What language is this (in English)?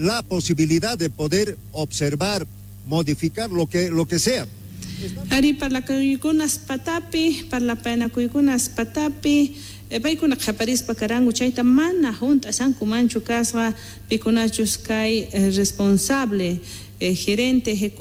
Quechua